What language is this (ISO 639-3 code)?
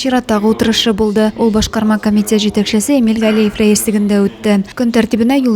tat